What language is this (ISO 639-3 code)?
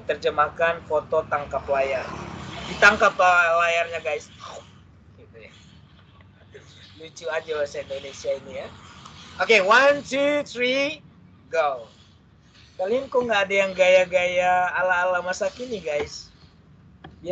ind